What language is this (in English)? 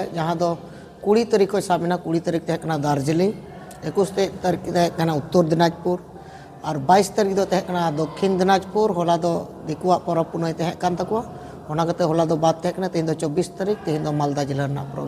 Santali